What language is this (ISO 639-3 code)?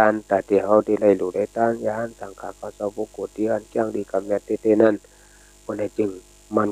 shn